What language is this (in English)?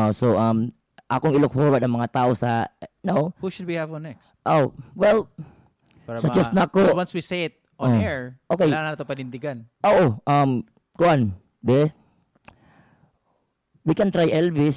Filipino